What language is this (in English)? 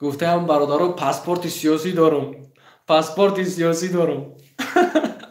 Tajik